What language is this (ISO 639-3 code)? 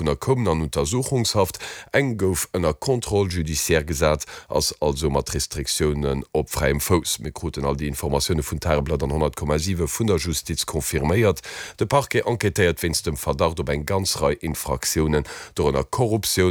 ltz